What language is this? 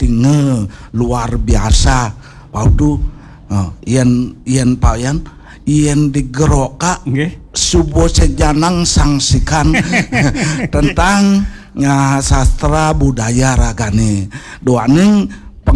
Balinese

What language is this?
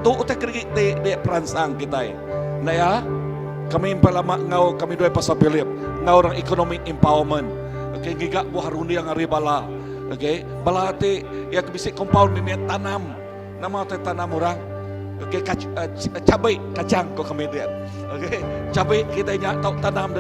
Iban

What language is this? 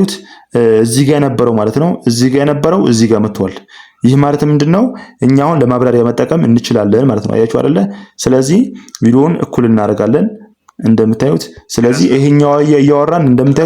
Amharic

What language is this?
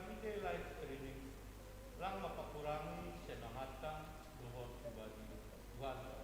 Batak Simalungun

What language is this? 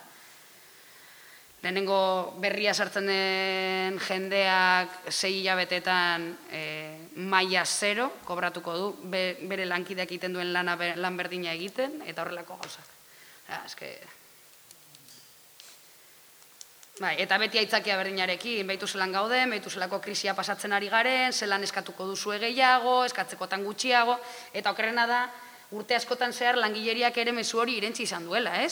Basque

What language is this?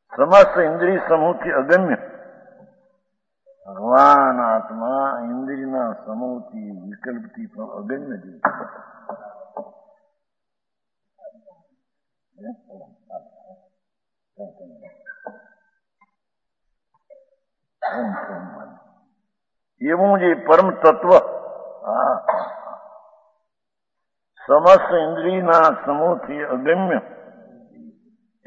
Gujarati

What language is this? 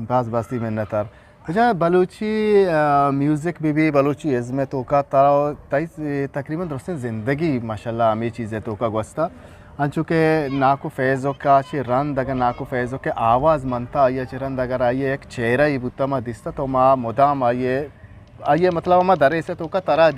Eastern Balochi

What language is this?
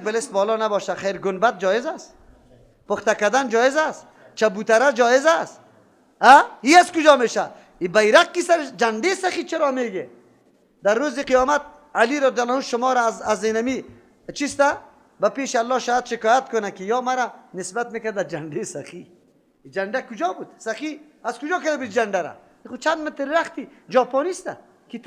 Persian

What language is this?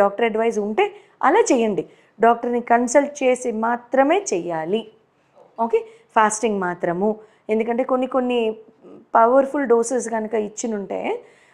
Telugu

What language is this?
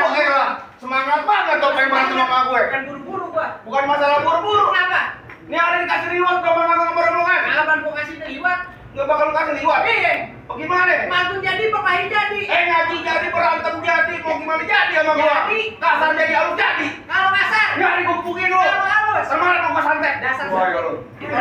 Betawi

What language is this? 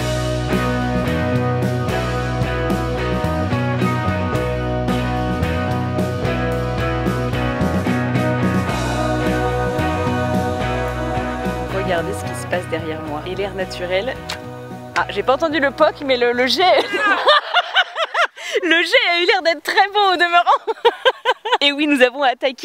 French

